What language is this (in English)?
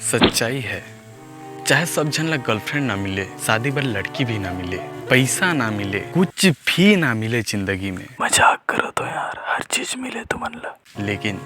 Chhattisgarhi